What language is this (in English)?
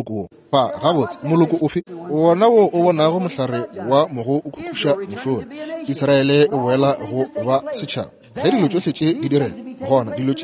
Northern Sotho